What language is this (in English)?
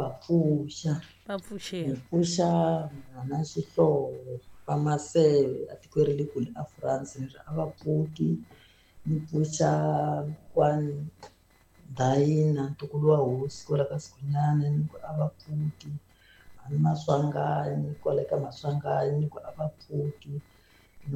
Tsonga